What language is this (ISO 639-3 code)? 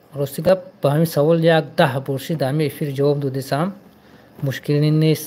tgk